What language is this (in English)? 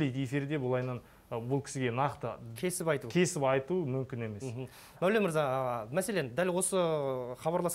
Kazakh